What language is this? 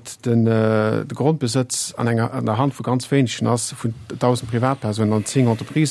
Luxembourgish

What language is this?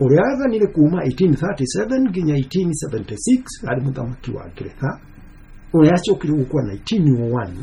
Kikuyu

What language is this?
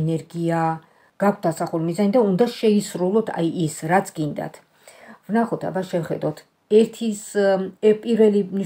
Georgian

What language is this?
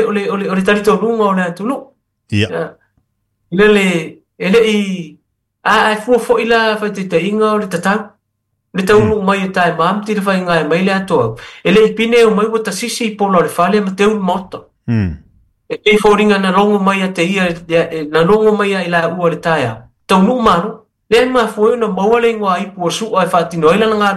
Samoan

